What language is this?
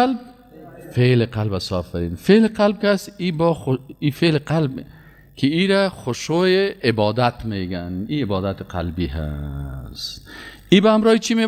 Persian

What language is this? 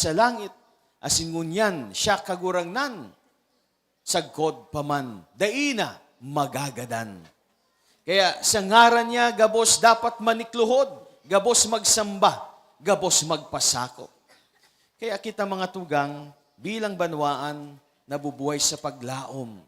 Bikol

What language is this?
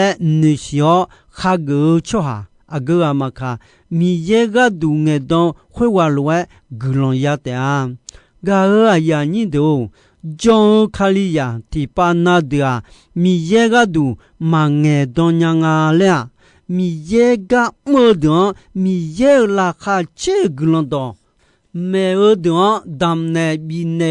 Akha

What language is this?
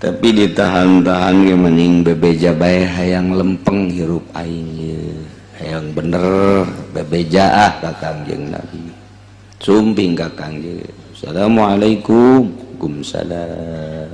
Sundanese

